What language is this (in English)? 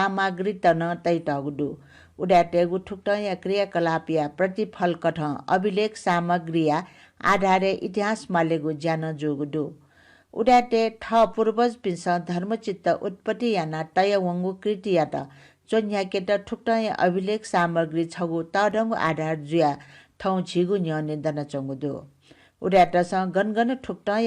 Newari